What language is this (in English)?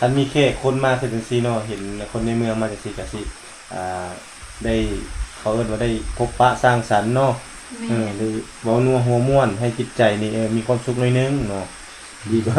Lao